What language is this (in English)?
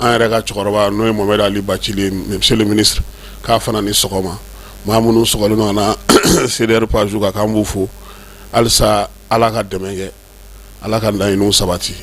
Bambara